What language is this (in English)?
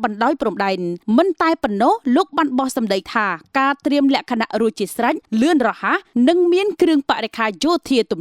Khmer